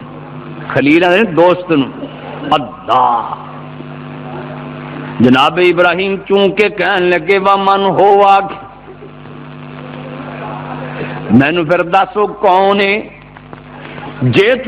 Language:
Western Panjabi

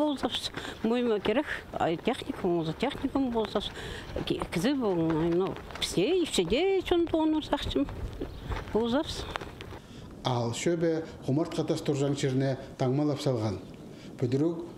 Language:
Khakas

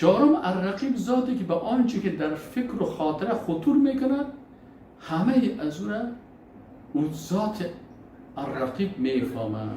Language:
Persian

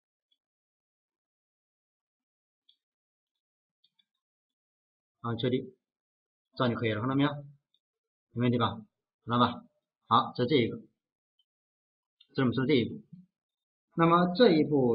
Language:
Chinese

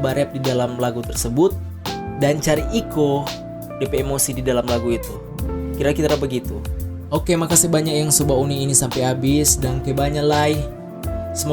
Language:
Manado Malay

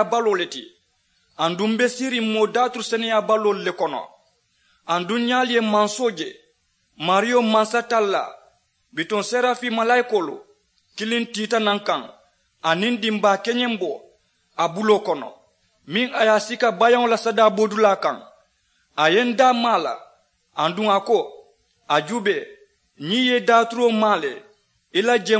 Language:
Mandingo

